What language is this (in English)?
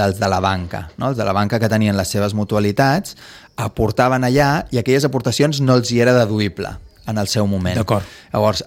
Catalan